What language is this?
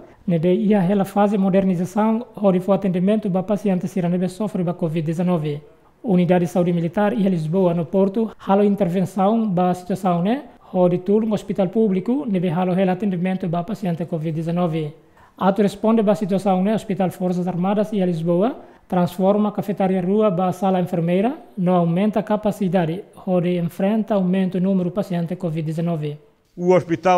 Tetum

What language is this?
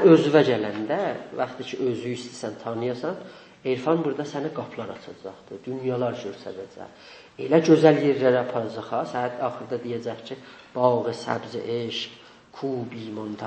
South Azerbaijani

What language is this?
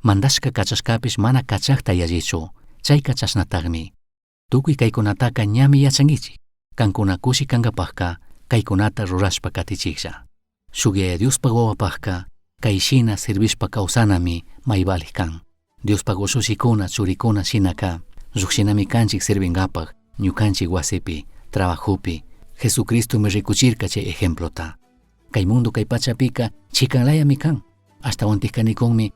Chimborazo Highland Quichua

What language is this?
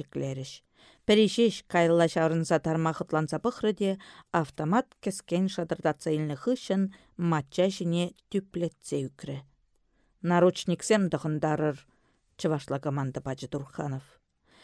Chuvash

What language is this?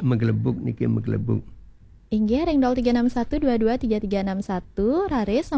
Balinese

